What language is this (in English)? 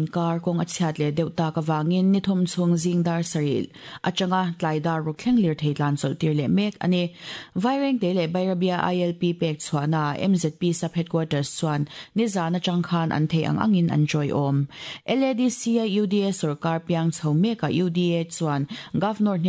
Mizo